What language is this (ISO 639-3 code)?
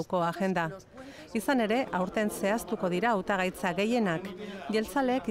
eus